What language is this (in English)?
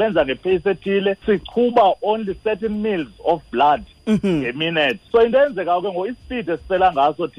Xhosa